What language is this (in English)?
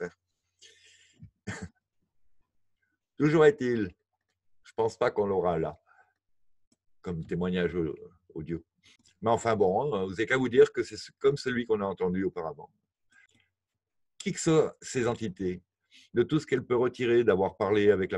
French